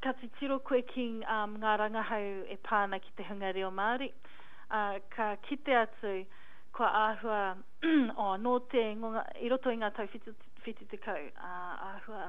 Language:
Māori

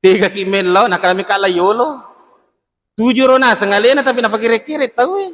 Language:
Buginese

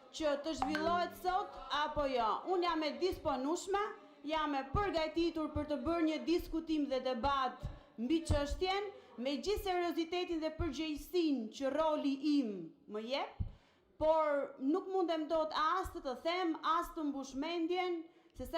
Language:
Albanian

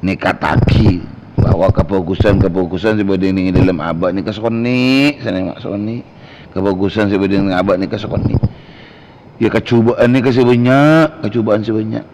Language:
Madurese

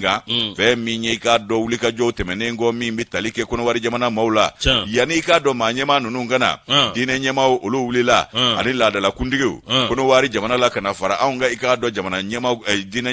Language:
Bambara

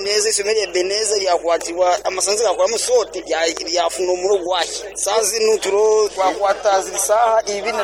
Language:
Nyankole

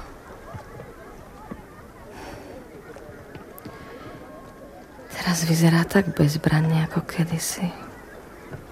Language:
Slovak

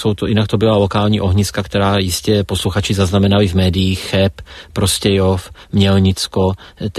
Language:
Czech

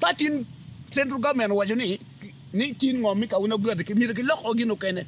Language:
Acoli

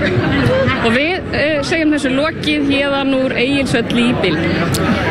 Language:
Icelandic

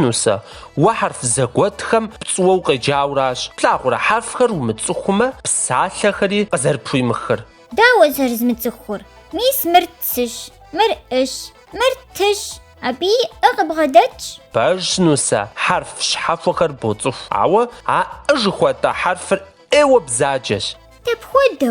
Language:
Kabardian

